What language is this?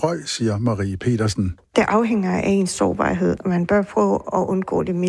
Danish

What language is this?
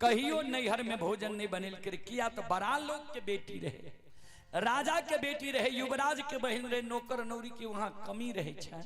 Maithili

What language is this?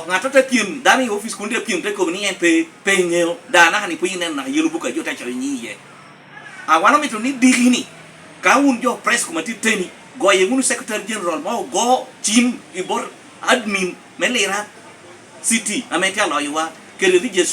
Lango (Uganda)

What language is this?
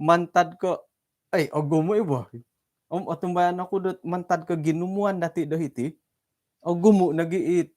Central Dusun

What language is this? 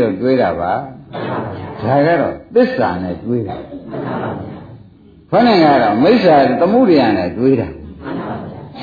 Burmese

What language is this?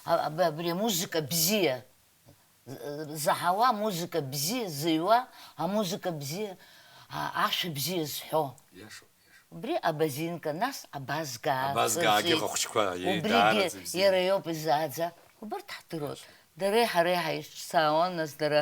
Abkhazian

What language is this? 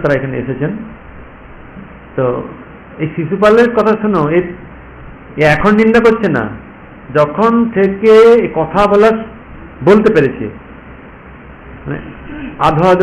Bangla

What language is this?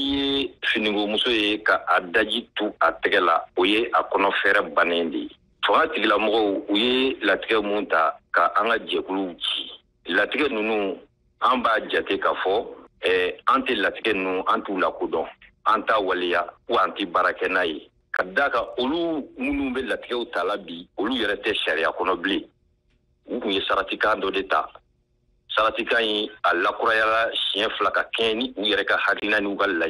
Bambara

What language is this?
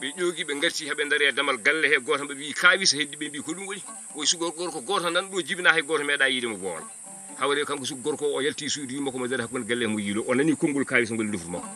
Fula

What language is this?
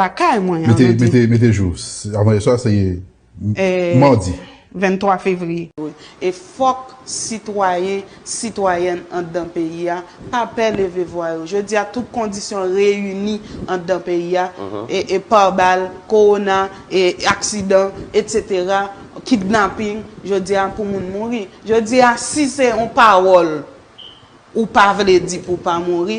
Haitian Creole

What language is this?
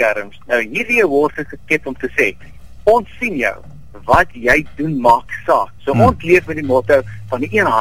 Afrikaans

